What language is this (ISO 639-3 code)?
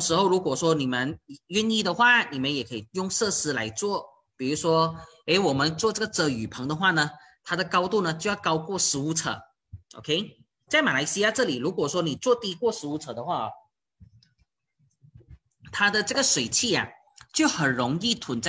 zho